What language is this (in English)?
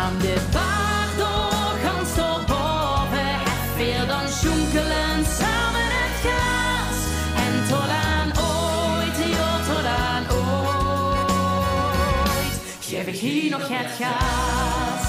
Limburgish